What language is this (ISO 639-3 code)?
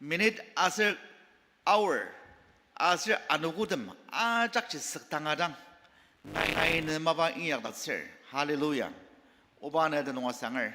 njo